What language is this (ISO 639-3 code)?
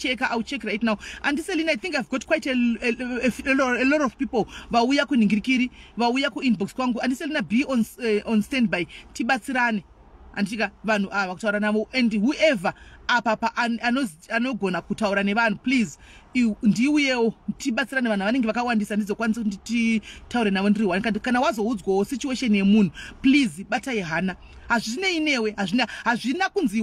sna